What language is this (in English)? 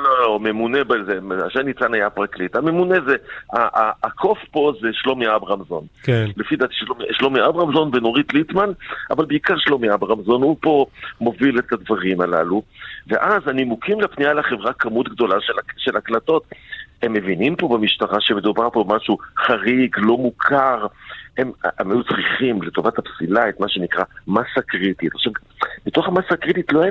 Hebrew